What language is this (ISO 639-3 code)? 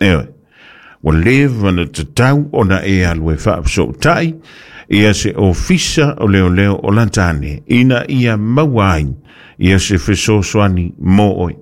smo